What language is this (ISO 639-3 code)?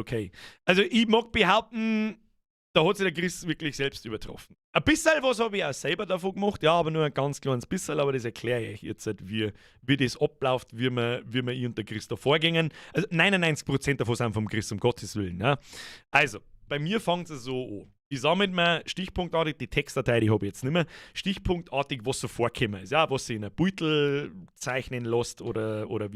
bar